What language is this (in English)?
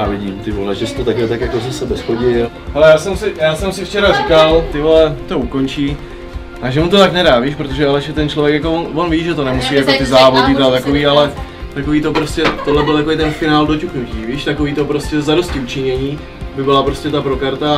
Czech